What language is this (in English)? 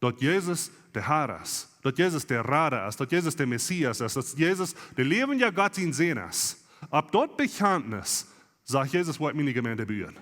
Plautdietsch